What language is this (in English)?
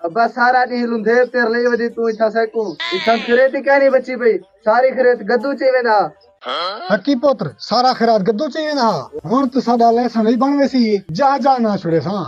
Saraiki